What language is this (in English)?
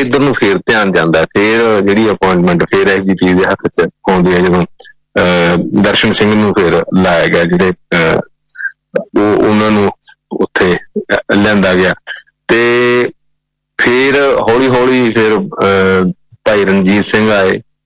Punjabi